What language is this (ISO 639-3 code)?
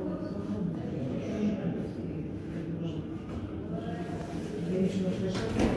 rus